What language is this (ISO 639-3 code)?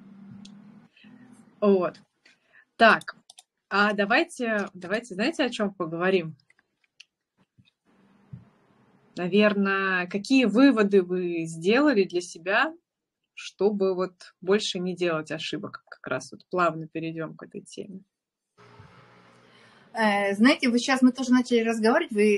rus